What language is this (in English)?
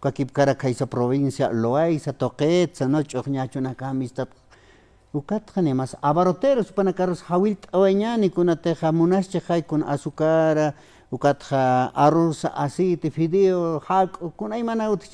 Aymara